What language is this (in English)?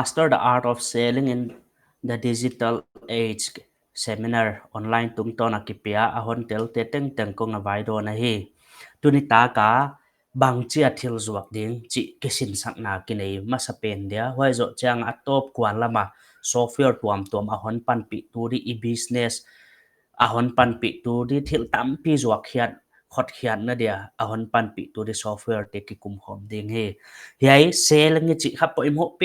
Paite Chin